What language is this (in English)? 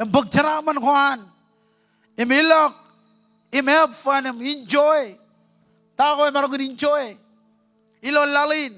Marshallese